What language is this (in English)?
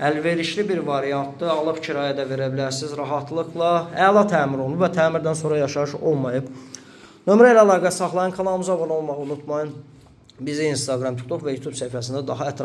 Azerbaijani